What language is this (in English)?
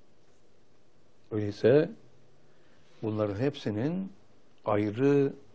Turkish